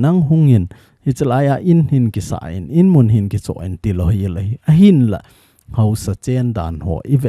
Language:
Thado Chin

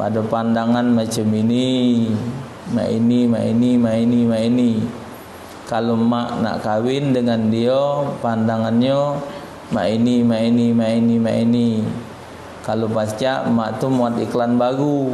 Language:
Musi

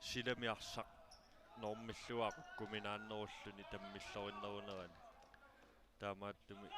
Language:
Kalaallisut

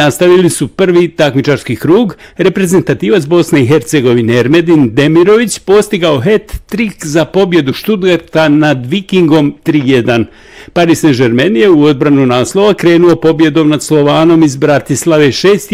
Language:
Bosnian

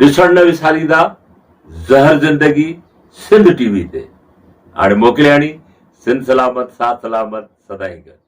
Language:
Sindhi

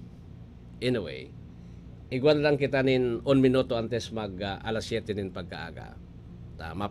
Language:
Bikol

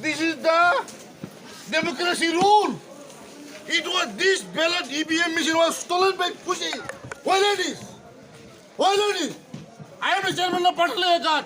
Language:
Kok Borok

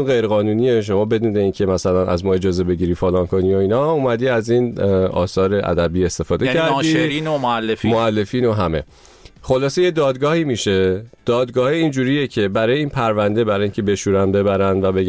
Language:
Persian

